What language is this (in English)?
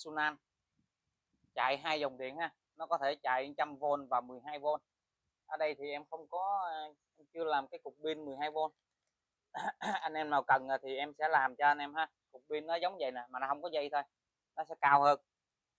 Vietnamese